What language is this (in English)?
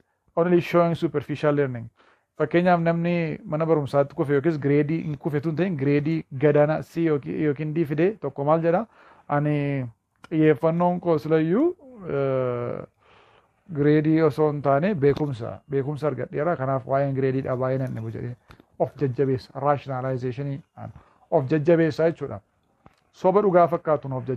Oromo